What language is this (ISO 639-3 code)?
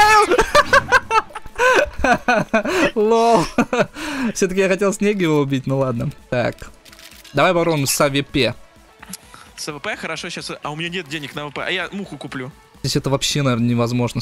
rus